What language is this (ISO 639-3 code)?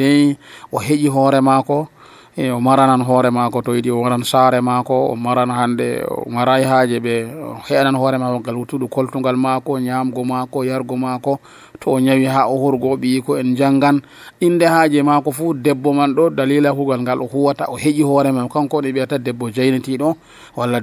fuv